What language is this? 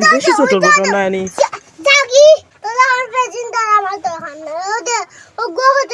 Sylheti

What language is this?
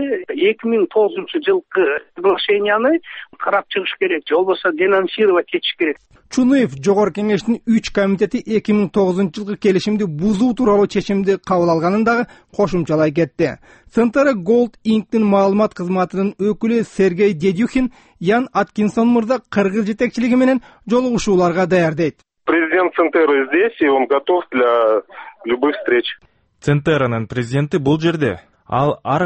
Kyrgyz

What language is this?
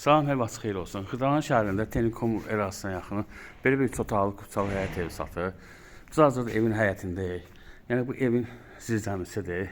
Azerbaijani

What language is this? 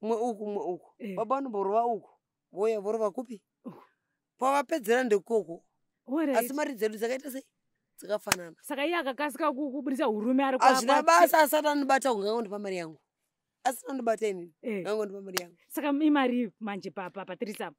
Shona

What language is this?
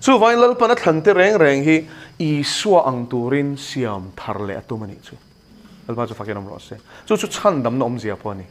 Mizo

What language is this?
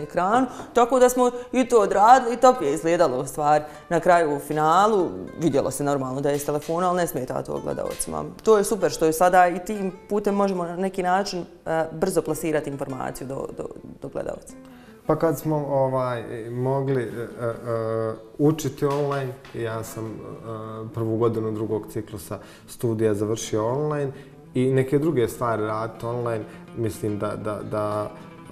Bosnian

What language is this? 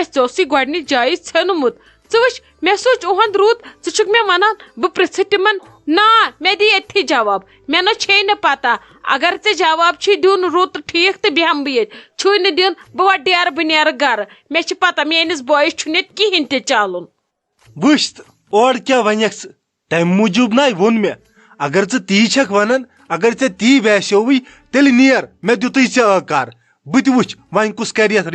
Kashmiri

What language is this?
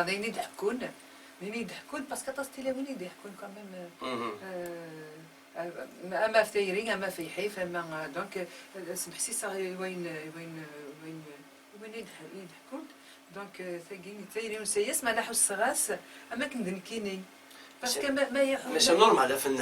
Kabyle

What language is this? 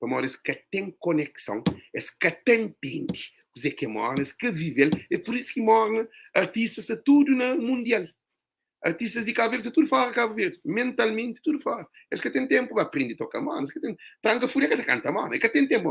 Kabuverdianu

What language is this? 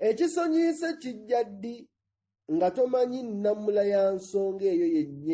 Ganda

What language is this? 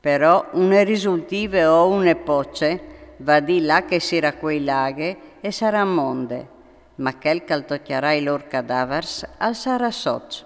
Friulian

